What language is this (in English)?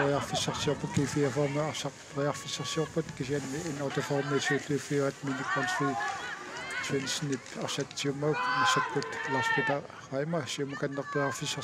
Kalaallisut